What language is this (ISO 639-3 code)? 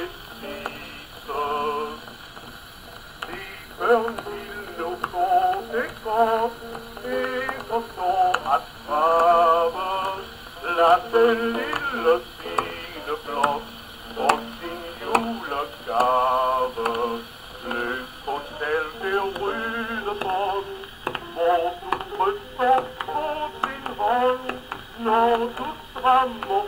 dan